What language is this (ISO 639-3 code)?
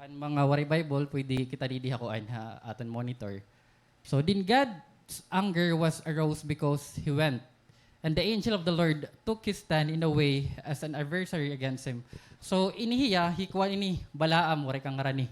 war